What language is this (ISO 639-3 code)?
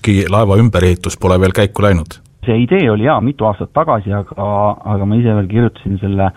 est